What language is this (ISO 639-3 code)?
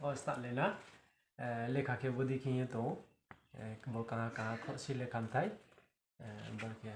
ria